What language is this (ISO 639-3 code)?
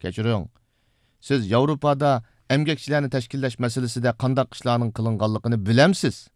uig